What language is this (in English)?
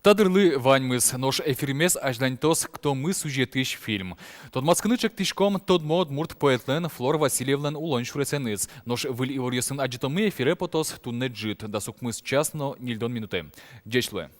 Udmurt